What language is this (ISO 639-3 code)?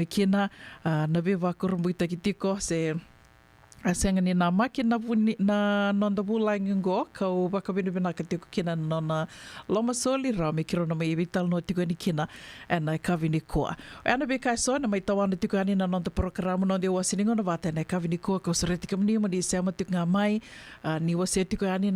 fij